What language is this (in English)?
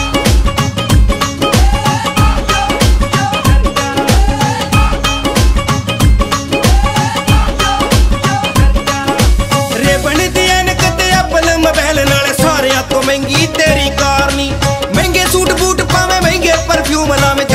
Punjabi